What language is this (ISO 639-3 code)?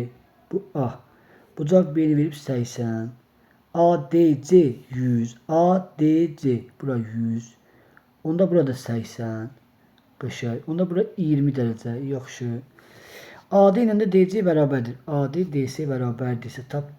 aze